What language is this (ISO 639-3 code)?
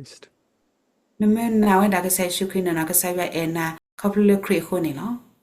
ksw